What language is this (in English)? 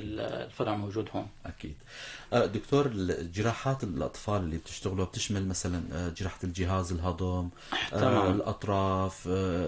North Levantine Arabic